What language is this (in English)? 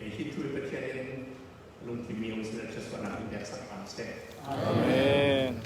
Falam Chin